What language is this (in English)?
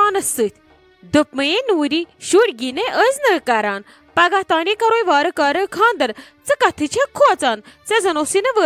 Kashmiri